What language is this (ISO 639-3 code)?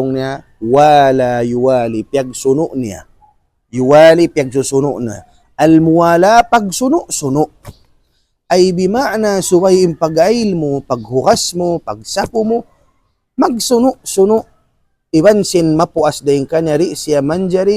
tsg